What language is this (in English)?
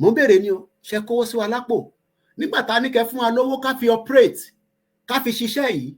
Yoruba